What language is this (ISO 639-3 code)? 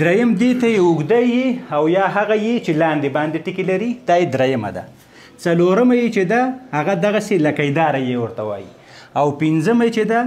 pus